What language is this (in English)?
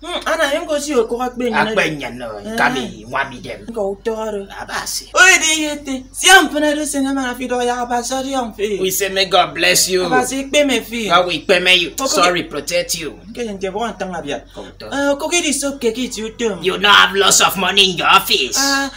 Efik